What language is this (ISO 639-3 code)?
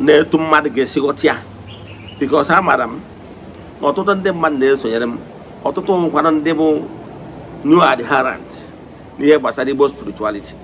ibo